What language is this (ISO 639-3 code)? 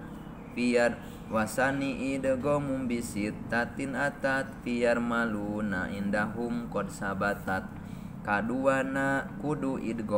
sun